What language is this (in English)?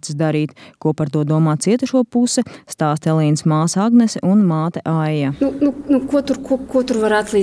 Latvian